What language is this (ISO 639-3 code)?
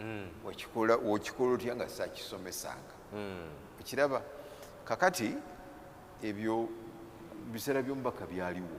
lug